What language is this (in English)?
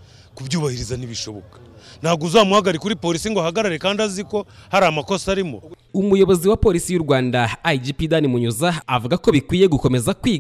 Kinyarwanda